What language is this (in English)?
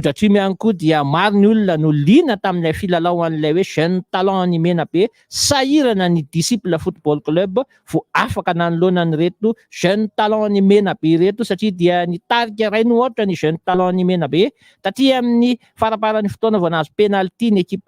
Malagasy